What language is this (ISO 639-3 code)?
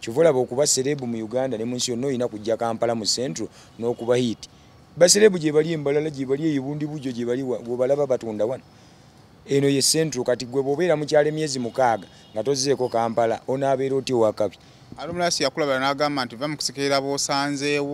lug